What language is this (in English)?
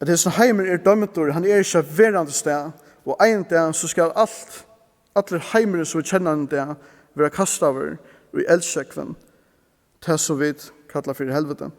Faroese